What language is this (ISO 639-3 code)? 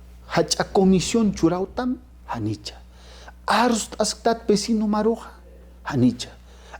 aym